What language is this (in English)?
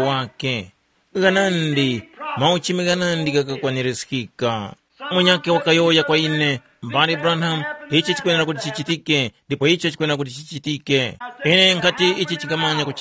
Tumbuka